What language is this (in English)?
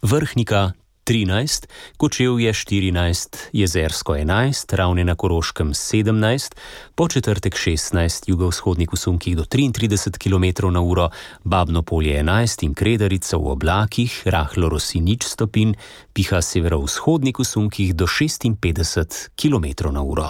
Slovenian